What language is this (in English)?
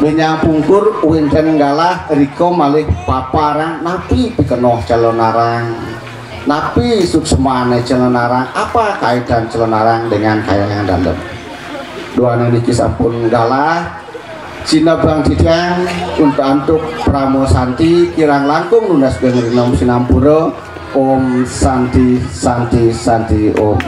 Balinese